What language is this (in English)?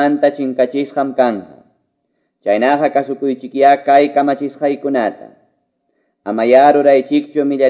Quechua